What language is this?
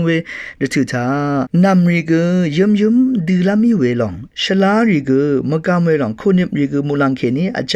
Rawang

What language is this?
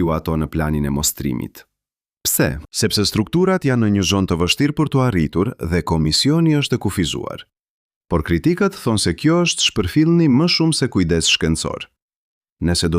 Albanian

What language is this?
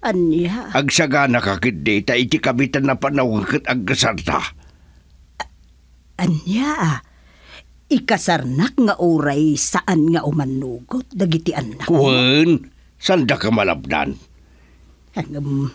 Iloko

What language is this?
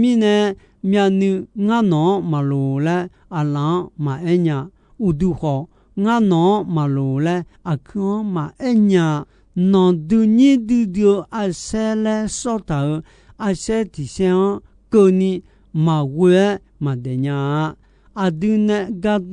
Akha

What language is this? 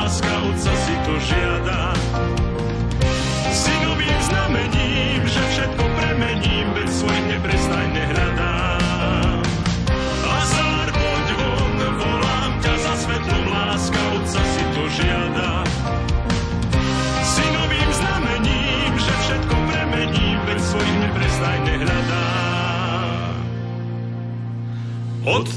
Slovak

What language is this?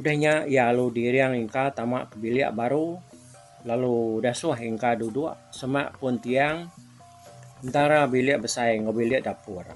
Iban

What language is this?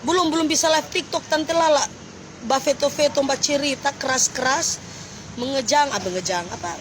Manado Malay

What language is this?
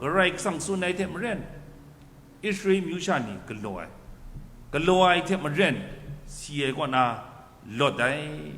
Kachin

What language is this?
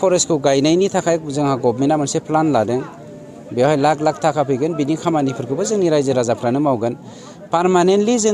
Bodo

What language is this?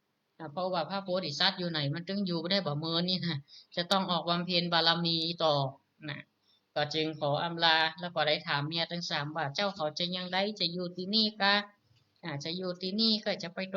Northern Thai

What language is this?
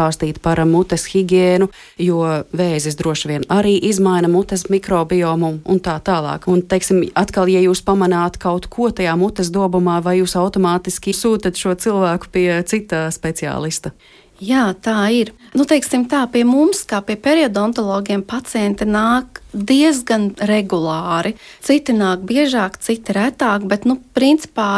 Latvian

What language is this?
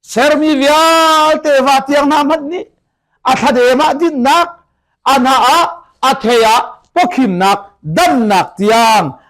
Hakha Chin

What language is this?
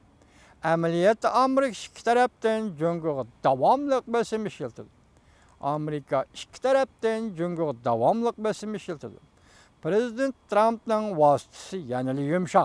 Uyghur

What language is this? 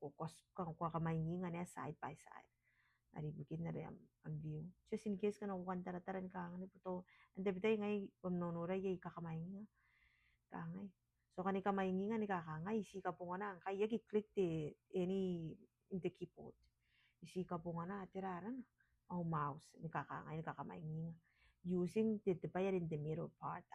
Gilbertese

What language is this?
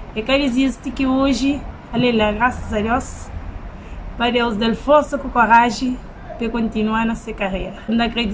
Kabuverdianu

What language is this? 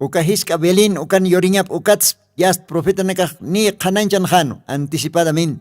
Aymara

